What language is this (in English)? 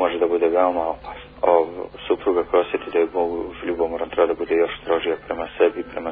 Bosnian